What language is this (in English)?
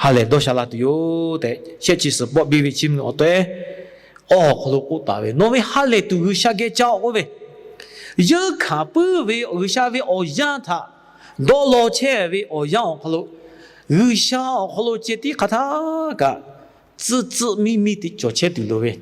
Lahu